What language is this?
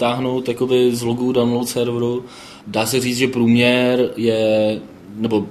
Czech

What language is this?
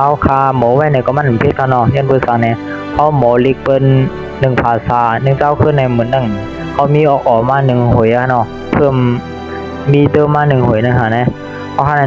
Shan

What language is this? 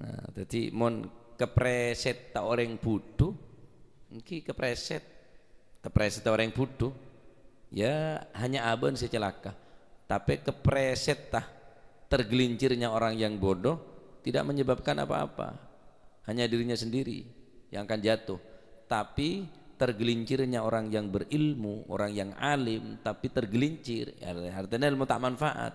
Madurese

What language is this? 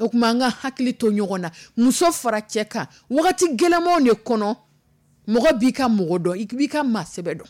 Dyula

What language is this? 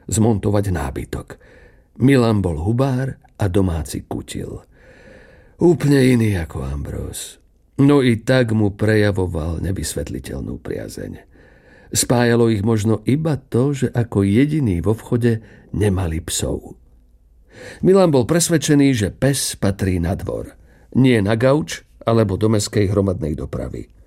Slovak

